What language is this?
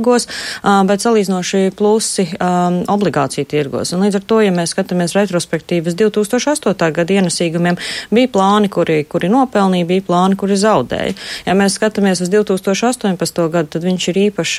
Latvian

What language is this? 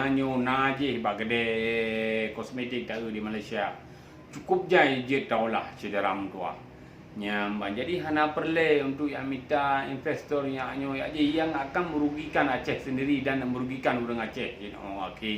Achinese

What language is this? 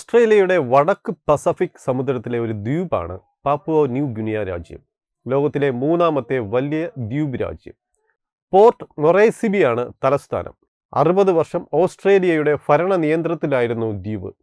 Malayalam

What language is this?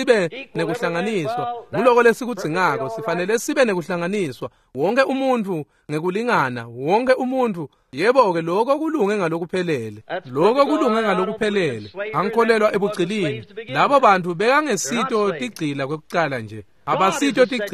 Swati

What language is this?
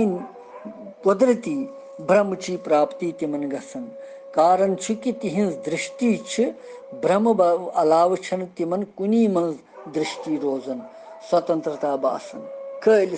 Kashmiri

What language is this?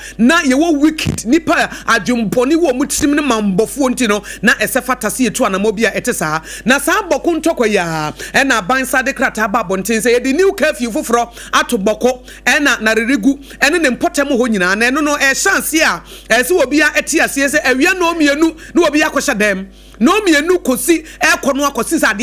Akan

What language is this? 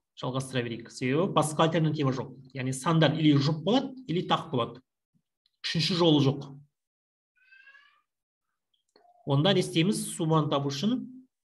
Kazakh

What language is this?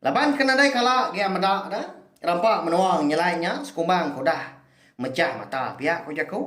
Iban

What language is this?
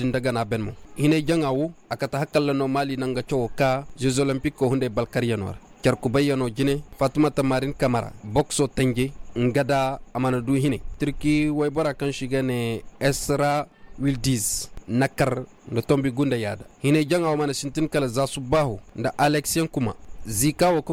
Koyraboro Senni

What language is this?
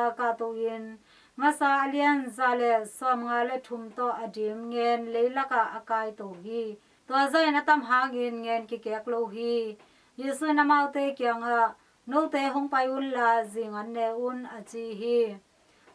Tedim Chin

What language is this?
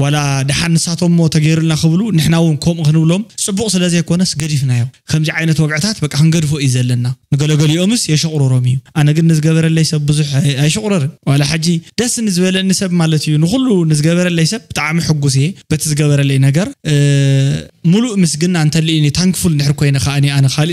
Tigrinya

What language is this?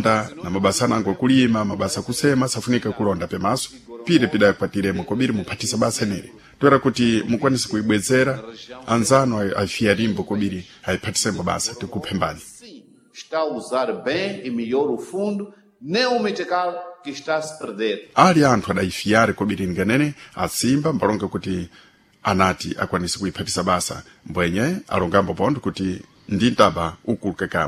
Sena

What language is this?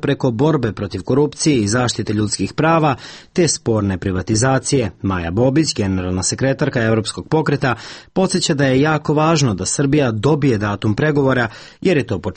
Serbian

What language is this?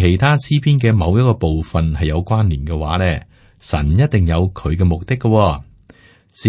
Cantonese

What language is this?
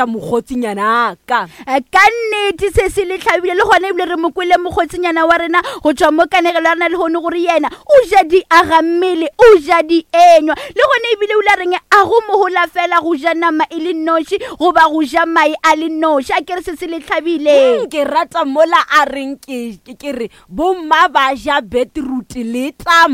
Northern Sotho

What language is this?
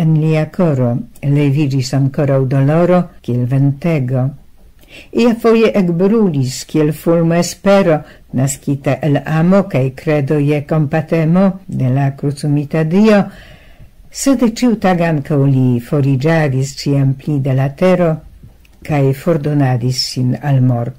Esperanto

